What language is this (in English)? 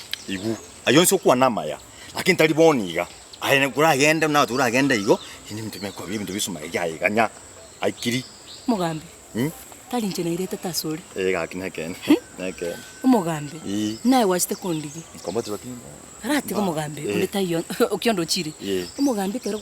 Gusii